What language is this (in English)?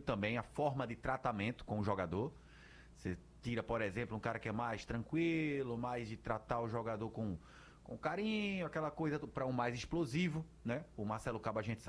Portuguese